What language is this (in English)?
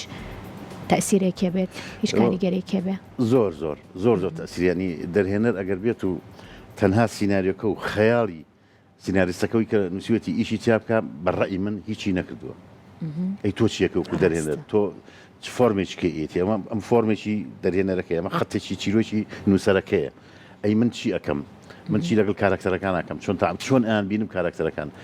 Central Kurdish